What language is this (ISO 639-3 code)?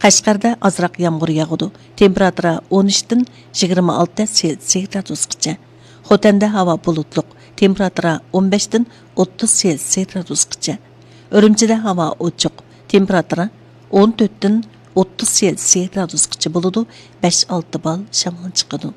uig